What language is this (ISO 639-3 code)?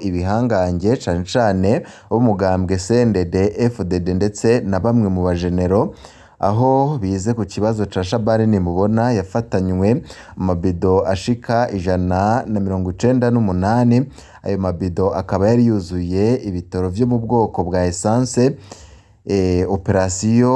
run